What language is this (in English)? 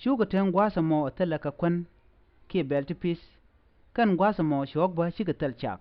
Nuer